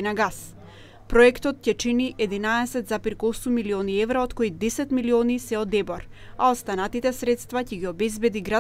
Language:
Macedonian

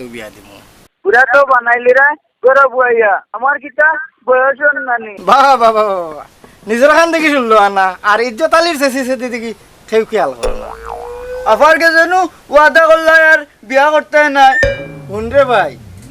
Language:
Sylheti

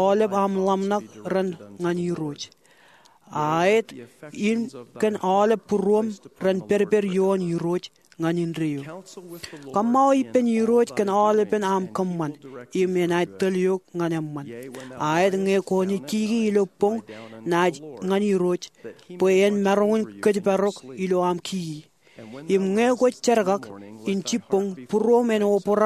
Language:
Marshallese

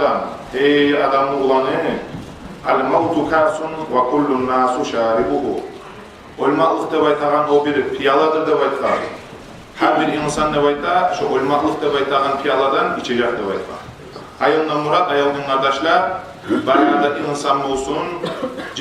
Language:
Kumyk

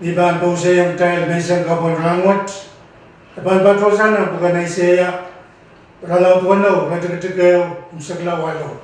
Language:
Pohnpeian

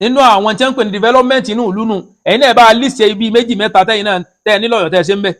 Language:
Yoruba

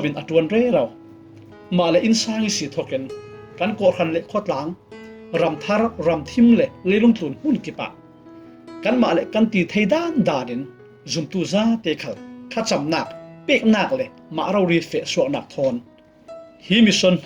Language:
Falam Chin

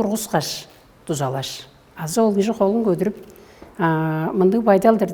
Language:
Tuvinian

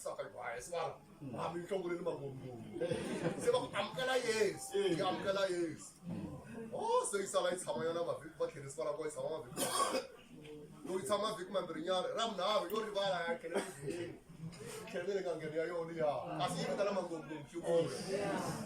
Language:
Tsonga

